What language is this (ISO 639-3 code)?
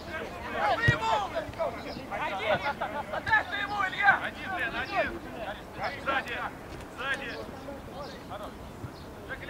rus